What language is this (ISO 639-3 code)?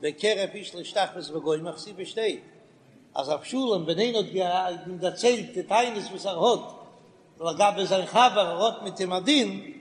yid